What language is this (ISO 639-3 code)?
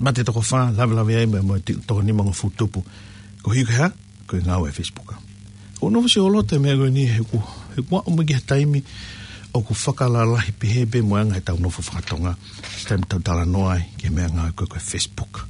ton